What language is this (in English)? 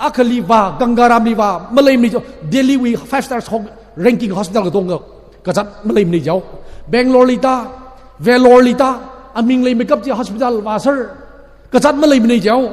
Tangkhul Naga (India)